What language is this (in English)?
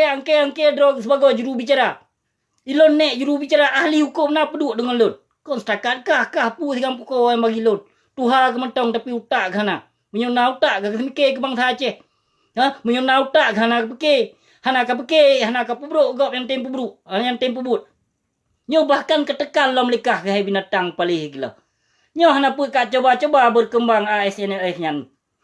Achinese